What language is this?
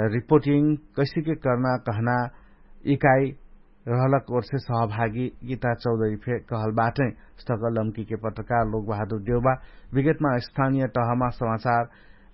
Dangaura Tharu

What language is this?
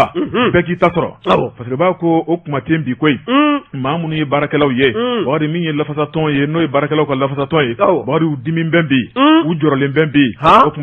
Bambara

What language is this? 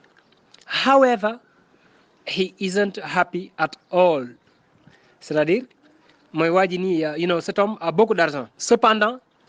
Wolof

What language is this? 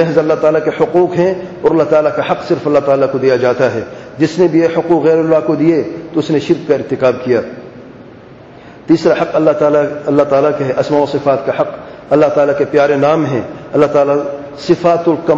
Urdu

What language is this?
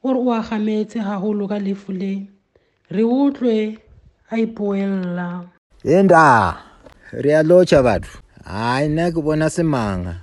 Tswana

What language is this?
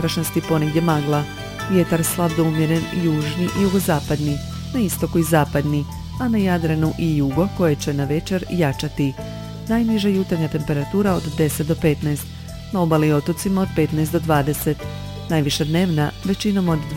Croatian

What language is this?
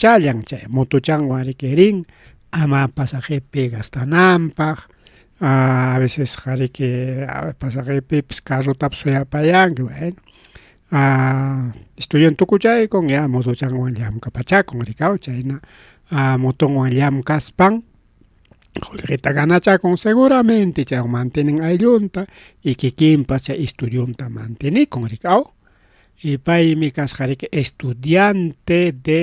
Ayacucho Quechua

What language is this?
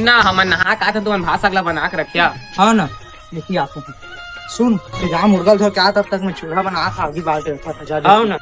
Chhattisgarhi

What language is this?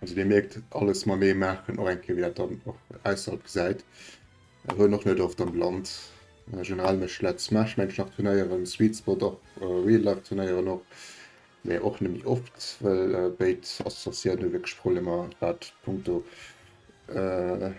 Luxembourgish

